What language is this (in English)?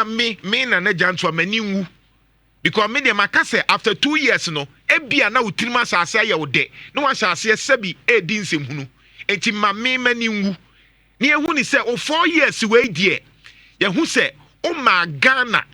Akan